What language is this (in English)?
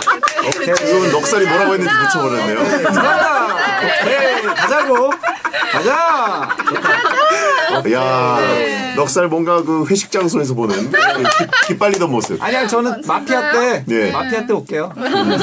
Korean